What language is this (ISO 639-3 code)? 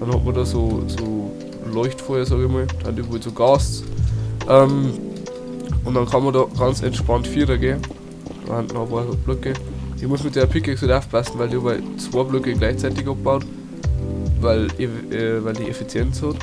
bar